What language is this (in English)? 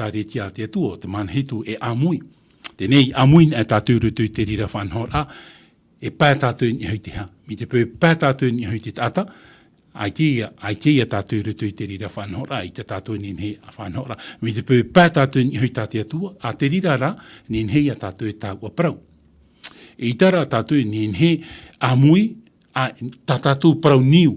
Tahitian